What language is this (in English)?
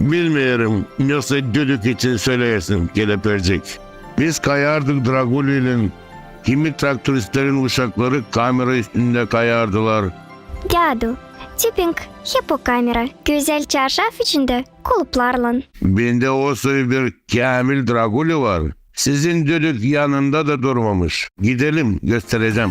Gagauz